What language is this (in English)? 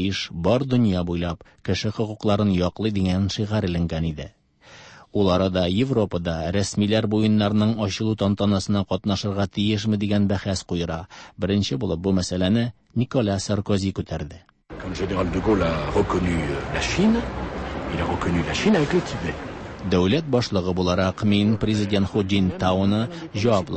Tatar